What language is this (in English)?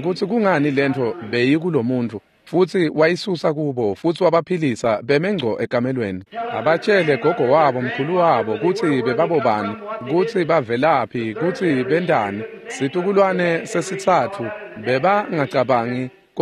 Swati